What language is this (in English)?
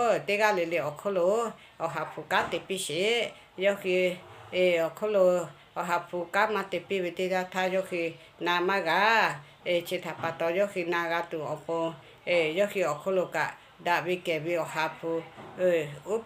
Lahu